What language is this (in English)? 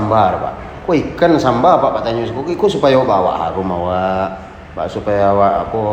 Minangkabau